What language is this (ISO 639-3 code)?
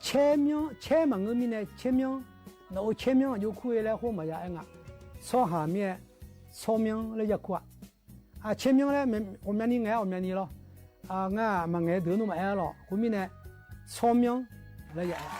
ahk